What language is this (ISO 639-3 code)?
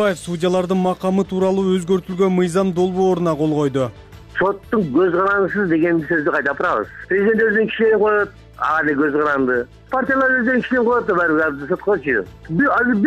kir